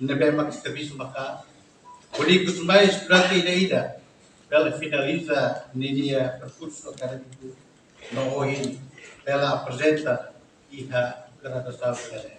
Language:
Tetum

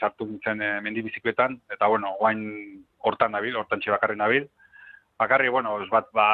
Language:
Basque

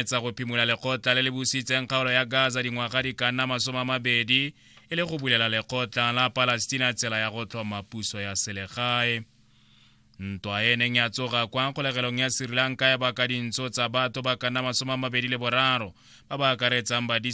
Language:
Tswana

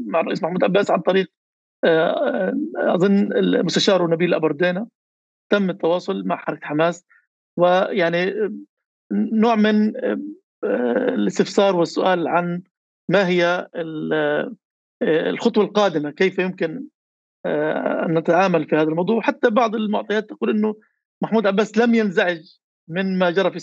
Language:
North Levantine Arabic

